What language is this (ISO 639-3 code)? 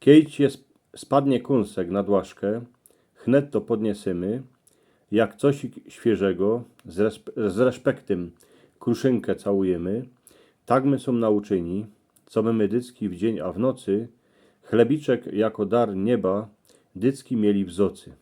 szl